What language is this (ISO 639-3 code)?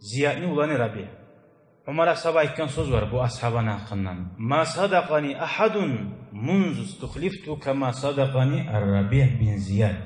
kum